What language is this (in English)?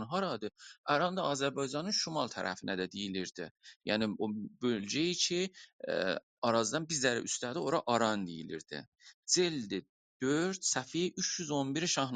South Azerbaijani